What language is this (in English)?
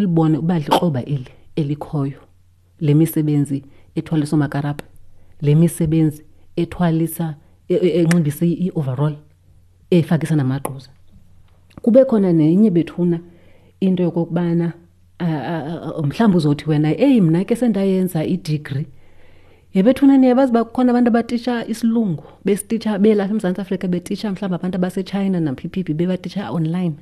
Xhosa